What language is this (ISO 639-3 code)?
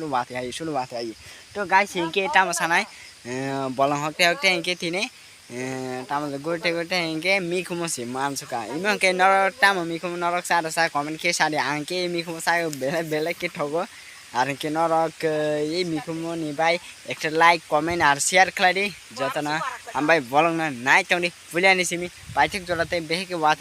trp